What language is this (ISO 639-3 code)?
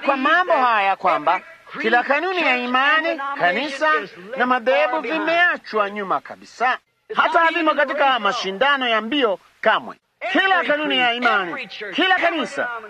swa